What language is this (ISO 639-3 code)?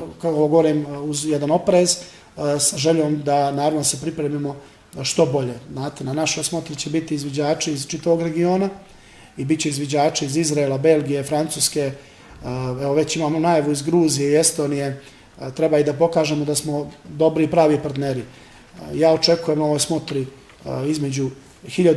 bos